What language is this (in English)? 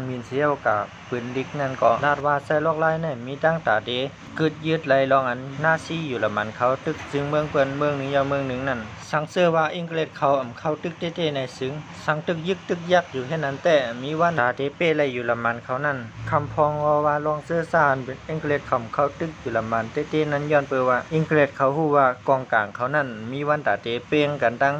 Shan